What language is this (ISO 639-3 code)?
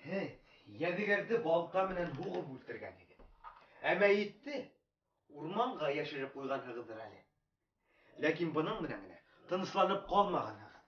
bak